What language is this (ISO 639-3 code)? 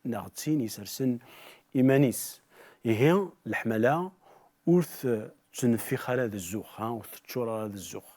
kab